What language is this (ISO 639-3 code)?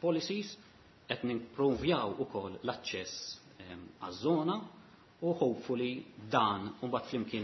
mlt